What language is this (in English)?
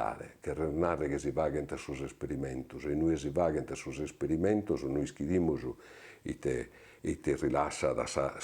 Sardinian